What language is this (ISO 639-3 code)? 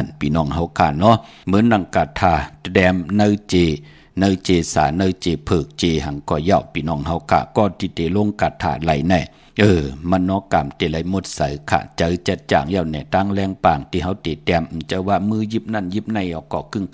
shn